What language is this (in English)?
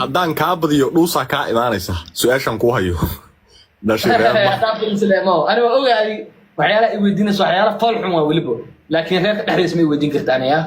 Somali